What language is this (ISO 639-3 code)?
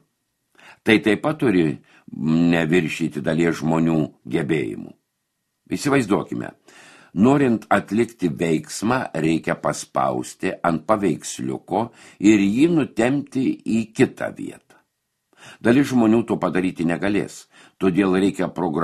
lit